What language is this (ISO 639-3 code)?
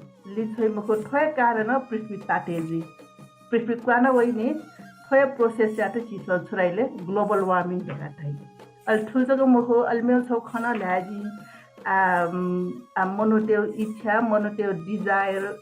new